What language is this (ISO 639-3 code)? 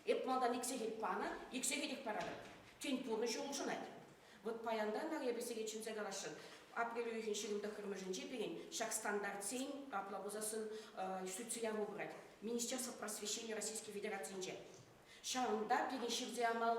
chv